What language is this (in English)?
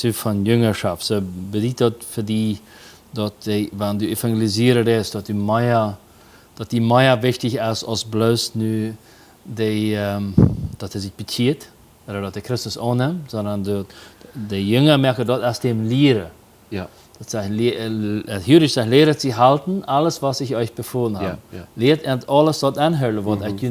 Plautdietsch